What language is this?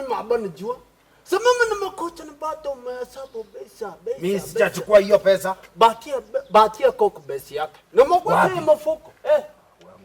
Gusii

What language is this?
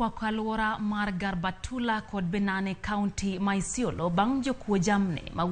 Luo (Kenya and Tanzania)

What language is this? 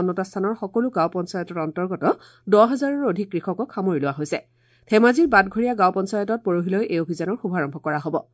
Assamese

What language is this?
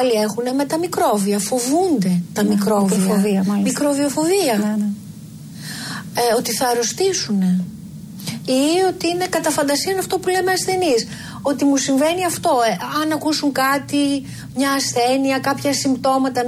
Greek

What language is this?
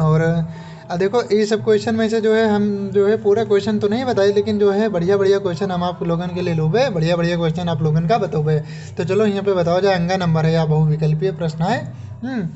Awadhi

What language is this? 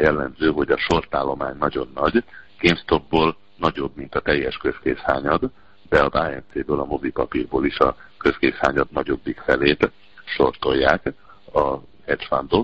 Hungarian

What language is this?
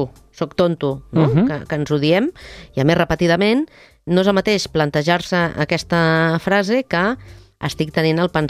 Catalan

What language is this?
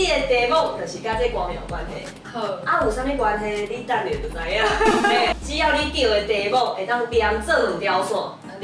Min Nan Chinese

